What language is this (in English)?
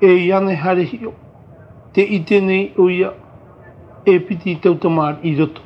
Tahitian